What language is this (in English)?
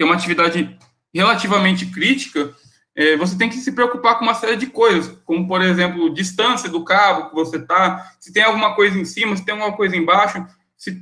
Portuguese